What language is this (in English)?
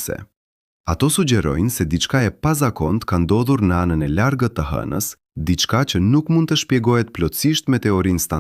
Albanian